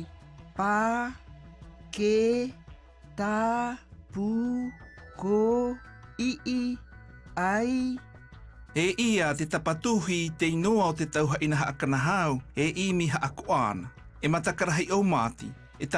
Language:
South Marquesan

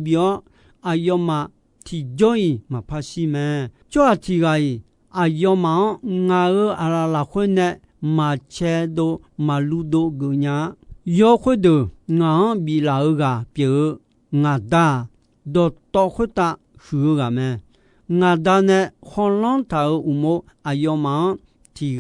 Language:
Akha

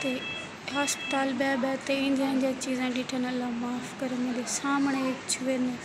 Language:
Saraiki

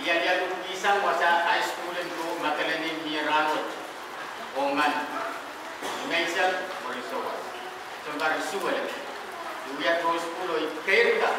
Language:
Pohnpeian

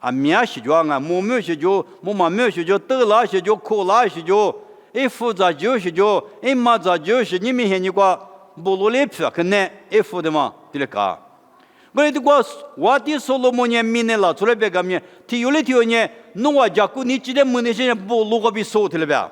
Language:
Lisu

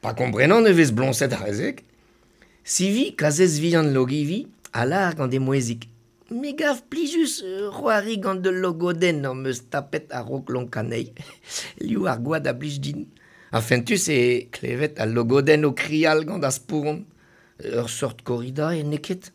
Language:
Breton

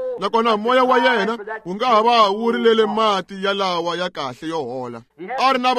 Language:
Tsonga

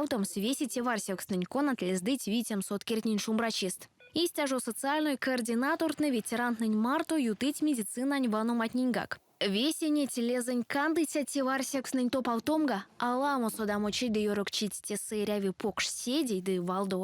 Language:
Erzya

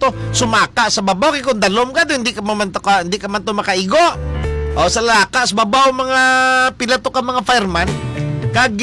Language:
Hiligaynon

